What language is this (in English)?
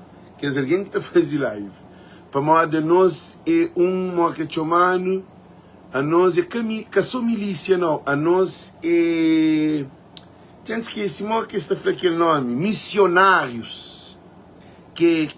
Kabuverdianu